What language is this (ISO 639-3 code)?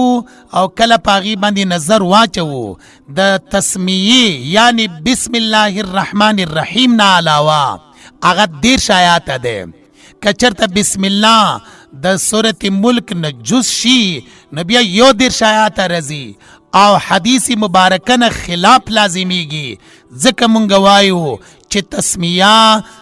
pus